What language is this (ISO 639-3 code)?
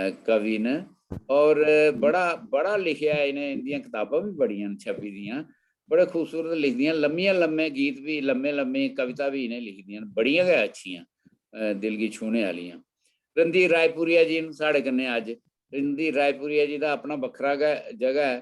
doi